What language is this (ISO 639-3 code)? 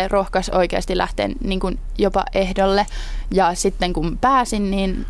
fin